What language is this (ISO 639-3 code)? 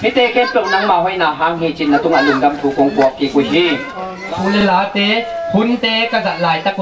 ctd